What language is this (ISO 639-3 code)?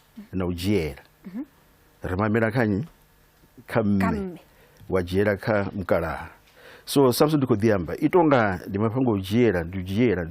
ven